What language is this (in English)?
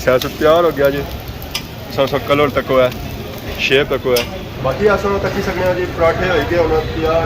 Pahari-Potwari